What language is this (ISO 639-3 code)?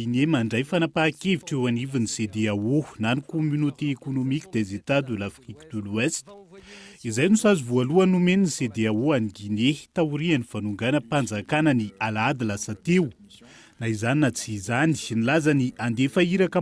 mlg